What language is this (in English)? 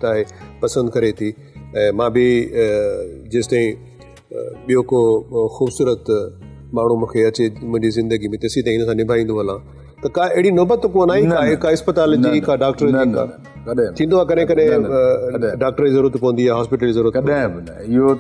Sindhi